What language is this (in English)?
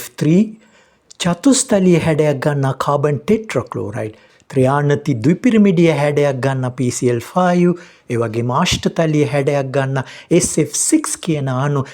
Sinhala